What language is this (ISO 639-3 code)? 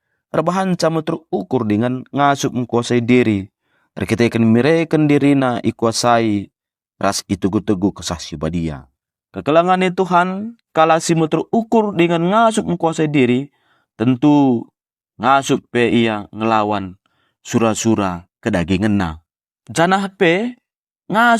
btx